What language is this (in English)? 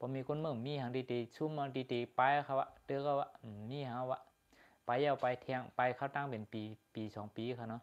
Shan